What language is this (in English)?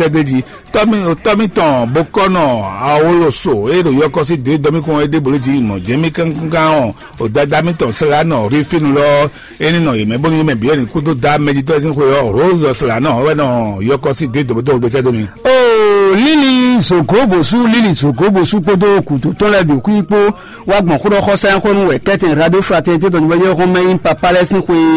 Fon